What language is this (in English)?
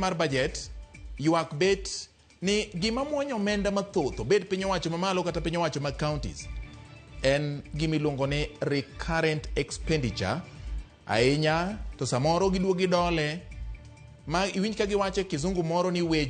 Luo (Kenya and Tanzania)